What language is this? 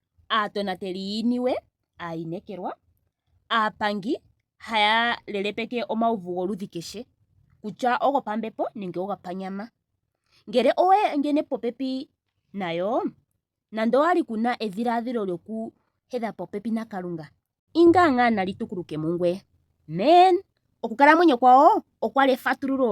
Ndonga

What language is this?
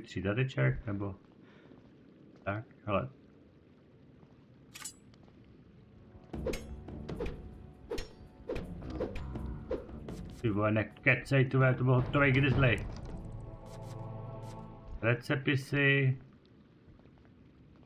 Czech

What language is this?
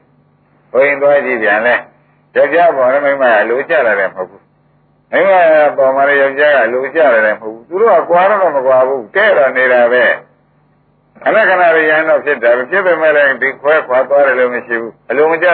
Burmese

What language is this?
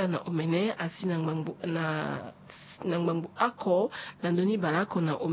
Sango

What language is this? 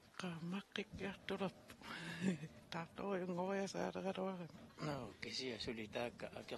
Kalaallisut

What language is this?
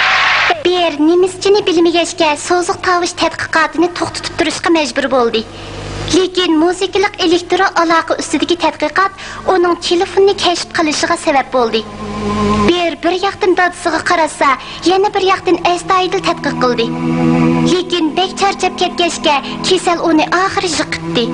Uyghur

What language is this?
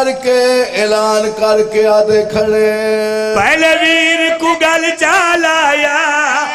Saraiki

